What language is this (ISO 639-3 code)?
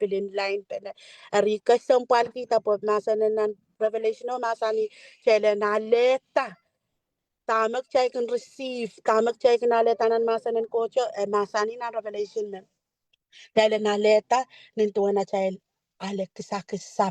pon